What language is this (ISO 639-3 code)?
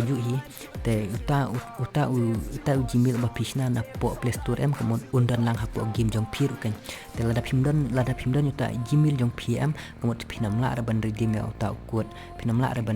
kha